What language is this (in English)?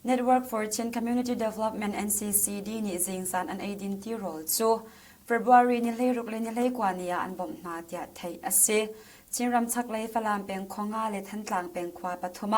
Hakha Chin